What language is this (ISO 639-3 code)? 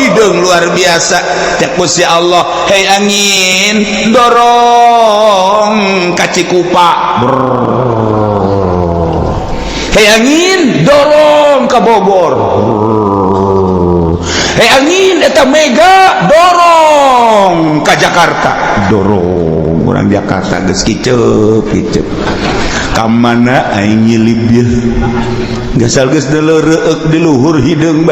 sun